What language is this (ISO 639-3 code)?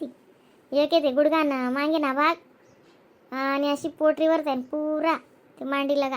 khn